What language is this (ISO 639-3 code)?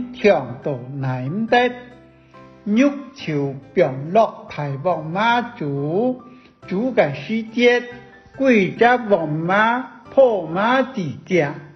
hak